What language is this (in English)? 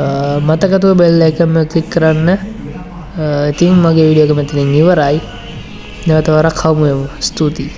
Sinhala